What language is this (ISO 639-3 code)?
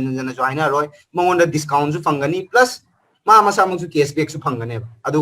mni